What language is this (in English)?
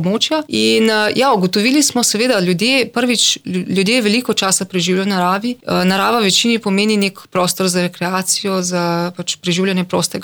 Slovenian